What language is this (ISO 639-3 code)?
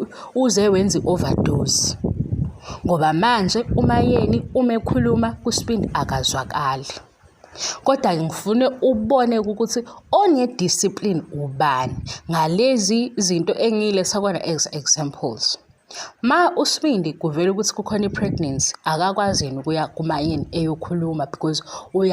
zul